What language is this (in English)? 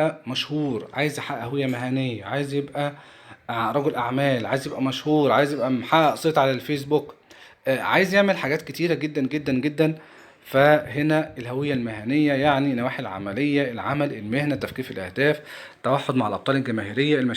Egyptian Arabic